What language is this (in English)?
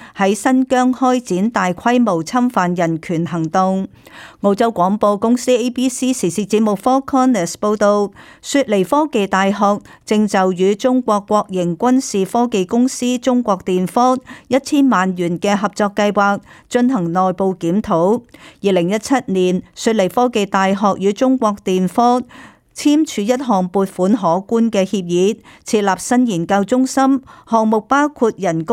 Cantonese